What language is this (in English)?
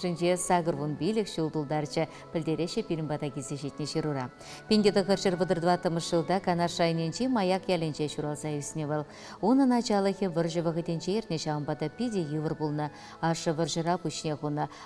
Chuvash